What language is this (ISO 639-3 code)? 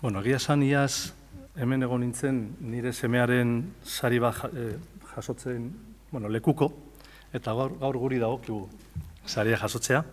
eus